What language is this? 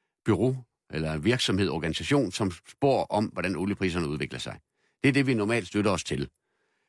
Danish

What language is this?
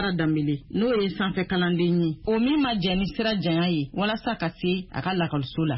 Bambara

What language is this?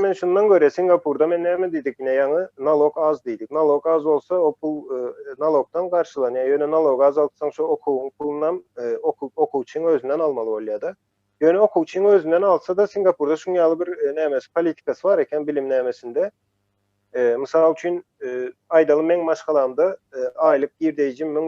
Turkmen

